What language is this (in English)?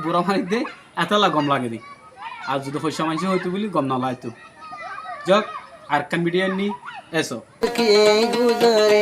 Rohingya